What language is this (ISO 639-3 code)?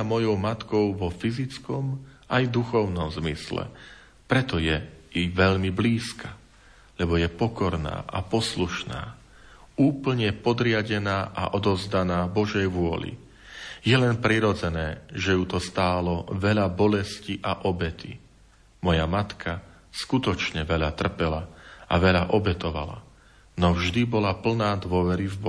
slk